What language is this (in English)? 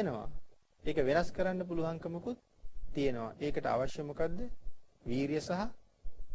Sinhala